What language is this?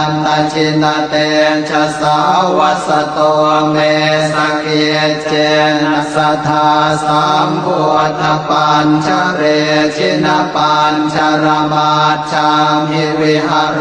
Pali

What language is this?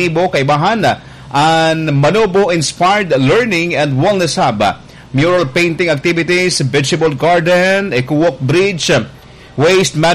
Bikol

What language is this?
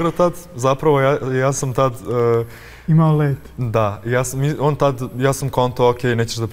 Serbian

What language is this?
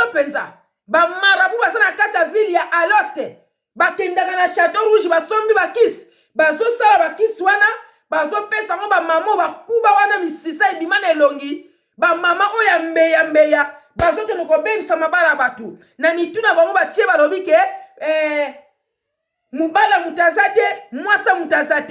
Lingala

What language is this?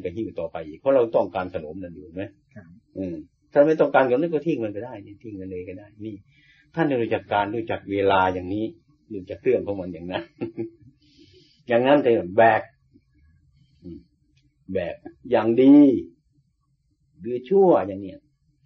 Thai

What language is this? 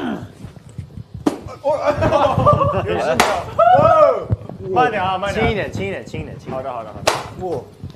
Chinese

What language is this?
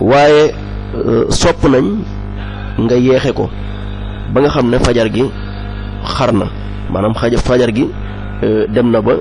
Wolof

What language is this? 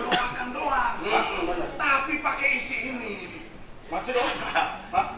Betawi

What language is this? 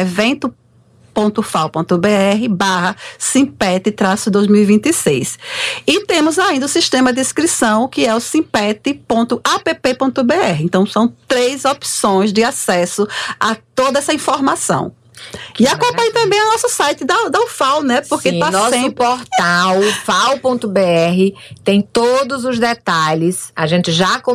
Portuguese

